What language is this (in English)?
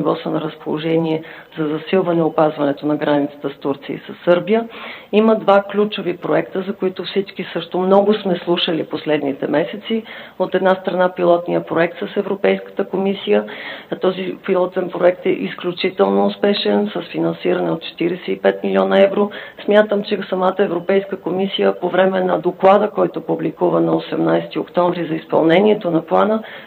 Bulgarian